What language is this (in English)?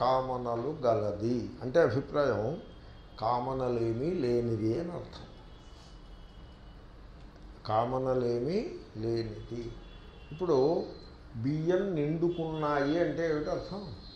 Telugu